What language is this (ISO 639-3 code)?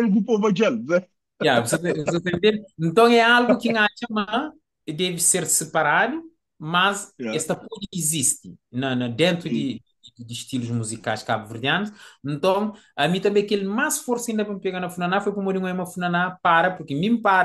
kea